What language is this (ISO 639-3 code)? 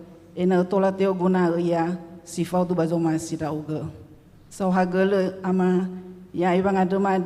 nia